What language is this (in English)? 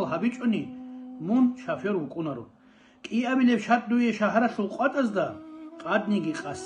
Avaric